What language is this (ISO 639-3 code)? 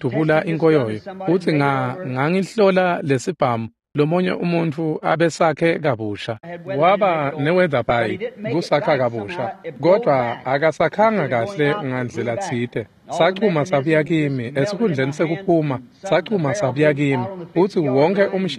ssw